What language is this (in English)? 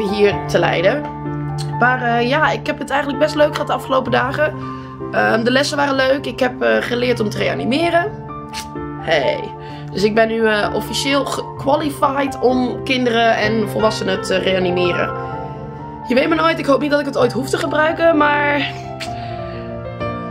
Dutch